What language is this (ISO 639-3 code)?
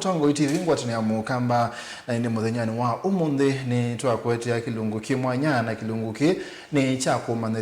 kam